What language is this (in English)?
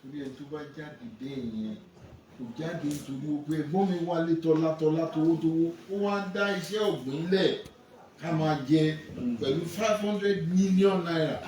Yoruba